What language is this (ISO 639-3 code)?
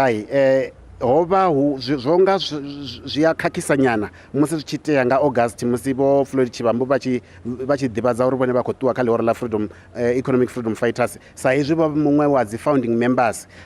ven